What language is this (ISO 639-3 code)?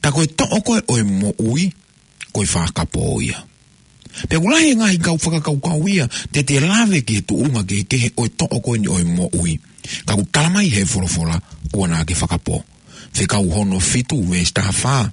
ton